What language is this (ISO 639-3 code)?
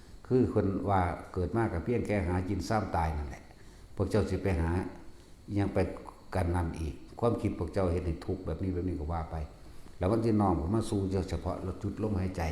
tts